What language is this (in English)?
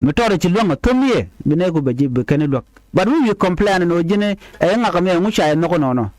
Nuer